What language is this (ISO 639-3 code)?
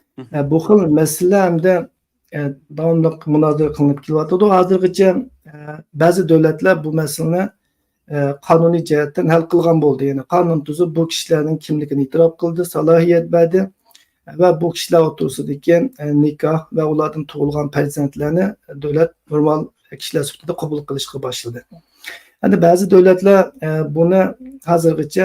uig